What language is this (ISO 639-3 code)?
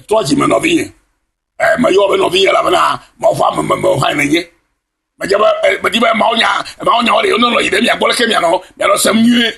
ewe